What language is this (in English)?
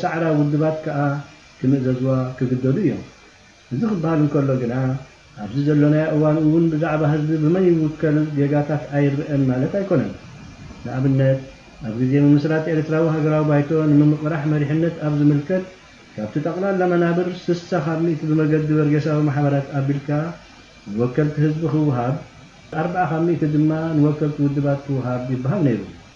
Tigrinya